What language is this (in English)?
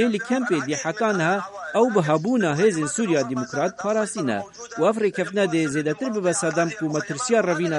Kurdish